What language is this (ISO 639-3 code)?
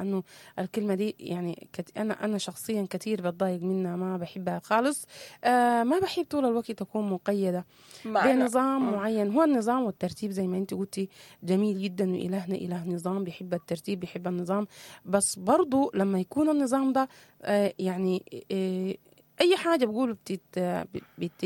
apd